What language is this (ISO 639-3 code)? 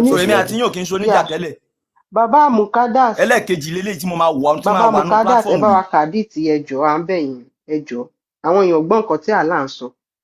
yor